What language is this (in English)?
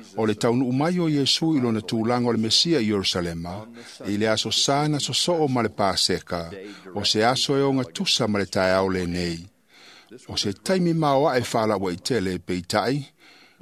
Samoan